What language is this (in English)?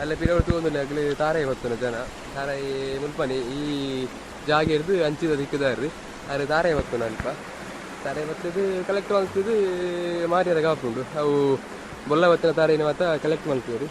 Tulu